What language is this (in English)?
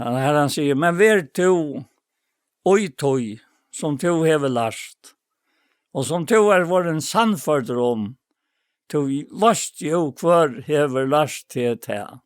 Faroese